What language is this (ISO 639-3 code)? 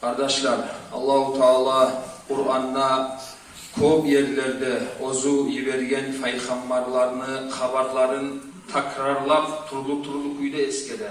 kum